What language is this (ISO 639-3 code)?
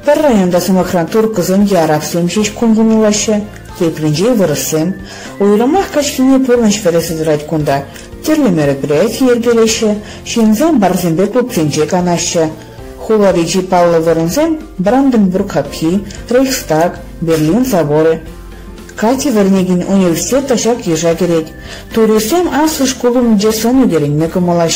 chv